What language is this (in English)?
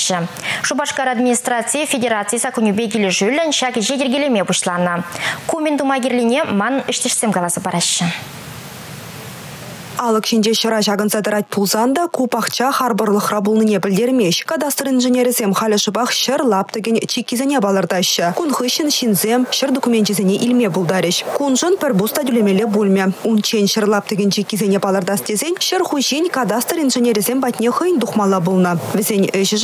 Chuvash